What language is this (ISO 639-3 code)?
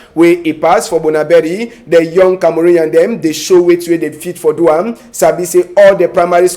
wes